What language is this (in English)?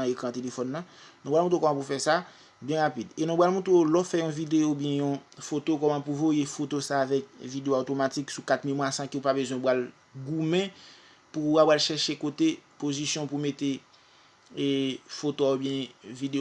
Haitian Creole